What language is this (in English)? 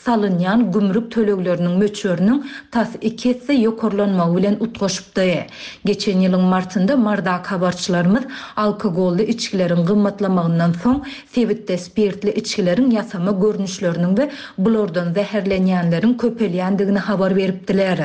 Turkmen